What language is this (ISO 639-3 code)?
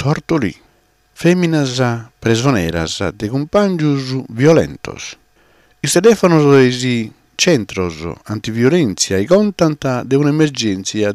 srd